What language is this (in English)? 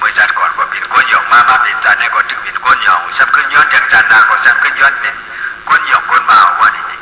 Shan